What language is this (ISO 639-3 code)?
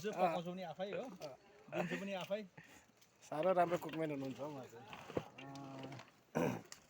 nep